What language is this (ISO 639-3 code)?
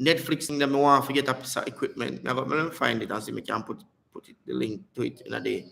jam